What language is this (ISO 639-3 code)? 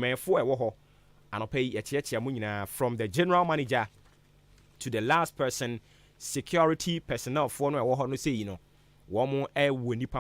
aka